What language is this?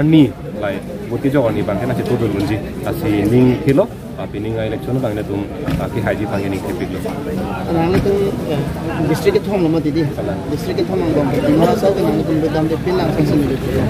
Karbi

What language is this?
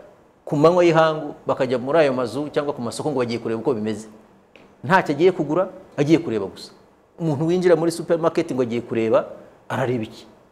Kinyarwanda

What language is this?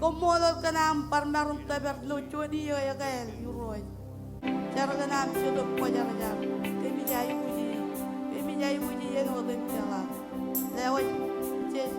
Marshallese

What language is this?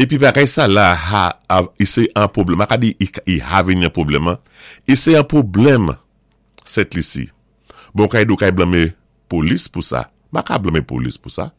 Saint Lucian Creole French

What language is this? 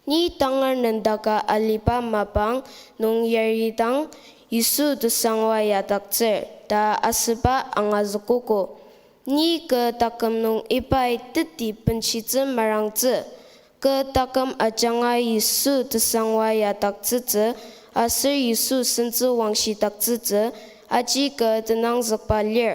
Ao Naga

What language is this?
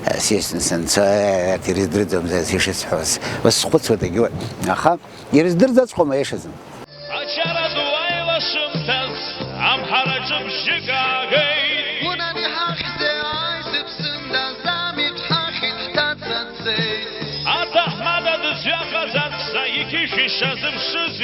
Abkhazian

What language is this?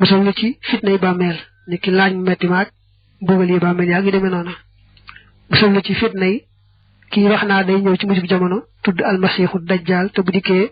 Wolof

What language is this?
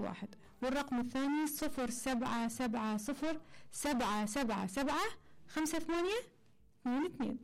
Mesopotamian Arabic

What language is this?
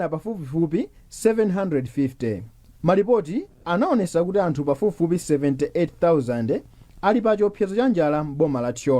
Nyanja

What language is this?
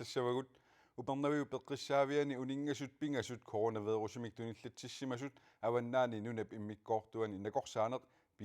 Kalaallisut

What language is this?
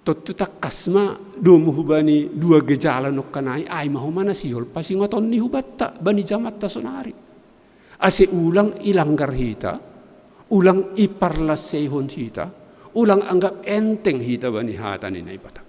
Batak Simalungun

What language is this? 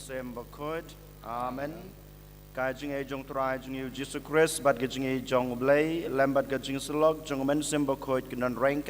Khasi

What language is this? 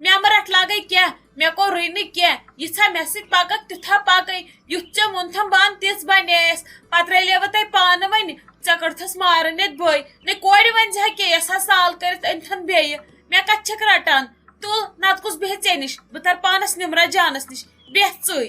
Kashmiri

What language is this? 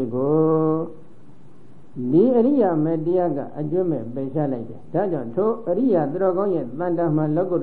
Burmese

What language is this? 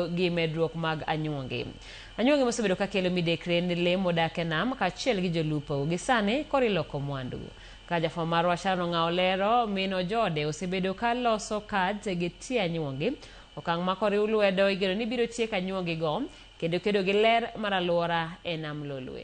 Luo (Kenya and Tanzania)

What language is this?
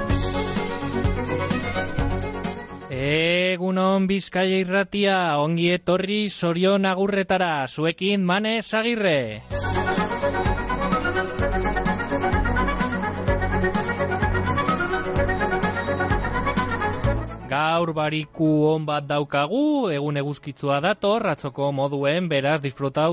Basque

